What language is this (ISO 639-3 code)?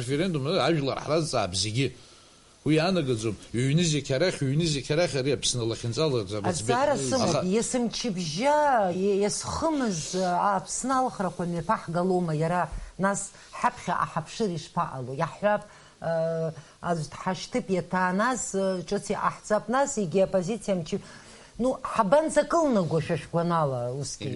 abk